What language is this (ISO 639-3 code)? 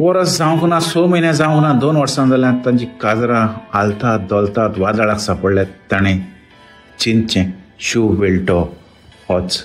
kok